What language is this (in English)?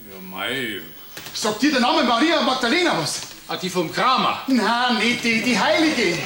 Bavarian